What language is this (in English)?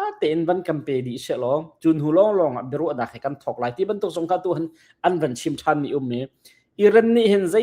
Hakha Chin